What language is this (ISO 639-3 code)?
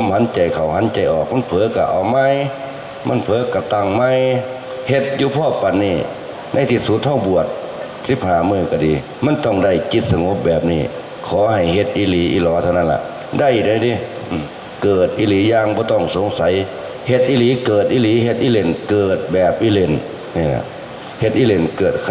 lao